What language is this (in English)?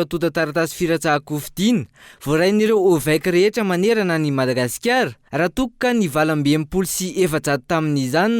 Malagasy